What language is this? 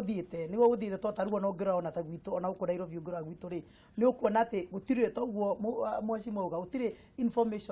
Kikuyu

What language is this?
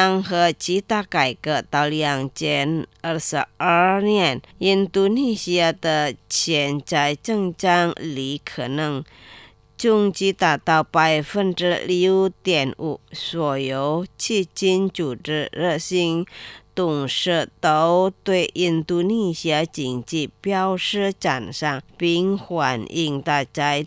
Chinese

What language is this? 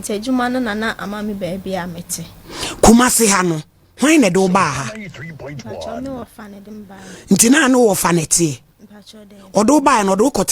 Akan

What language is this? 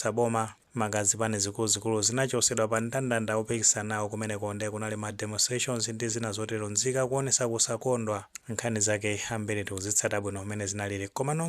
Nyanja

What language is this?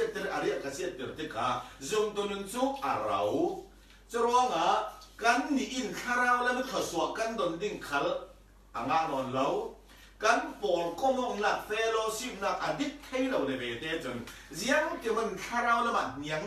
Falam Chin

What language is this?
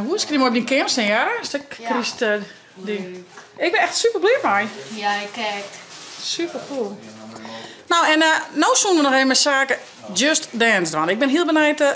Western Frisian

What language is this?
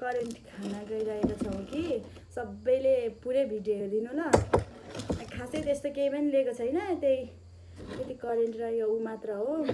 Nepali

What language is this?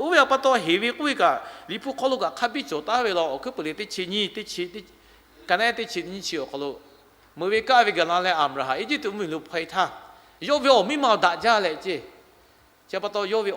Lahu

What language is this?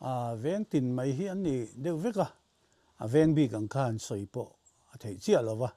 Mizo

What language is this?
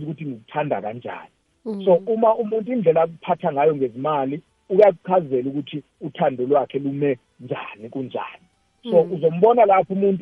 South Ndebele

